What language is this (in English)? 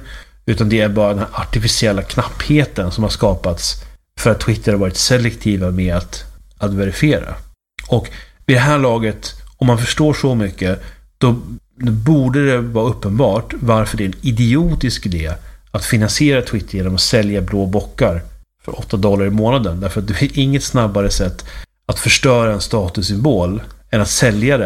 Swedish